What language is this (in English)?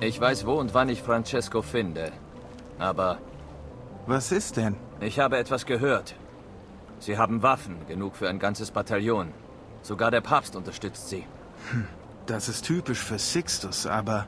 Bavarian